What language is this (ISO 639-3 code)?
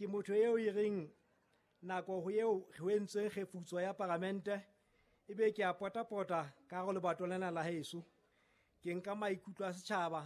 sot